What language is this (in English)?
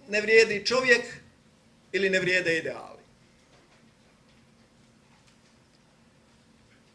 Croatian